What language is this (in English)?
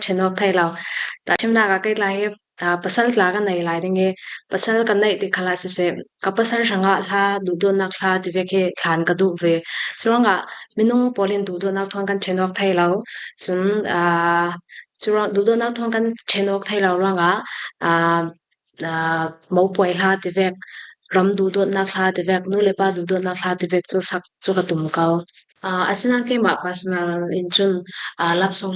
Falam Chin